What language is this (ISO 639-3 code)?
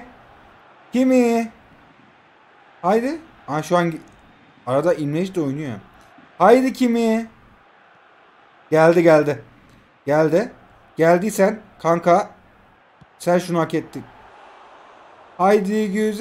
tur